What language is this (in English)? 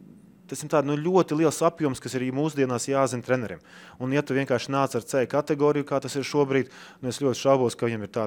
Latvian